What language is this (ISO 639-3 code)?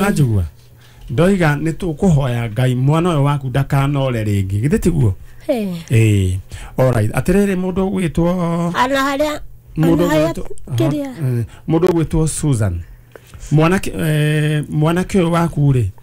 kik